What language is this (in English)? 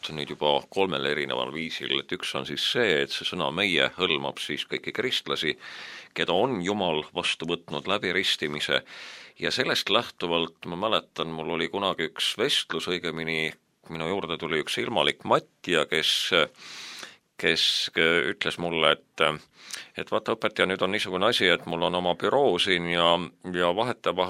Estonian